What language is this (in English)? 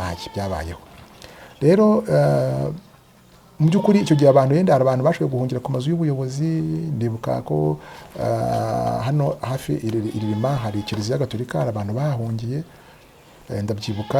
Kinyarwanda